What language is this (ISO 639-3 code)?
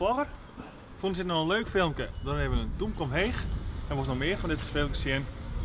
fry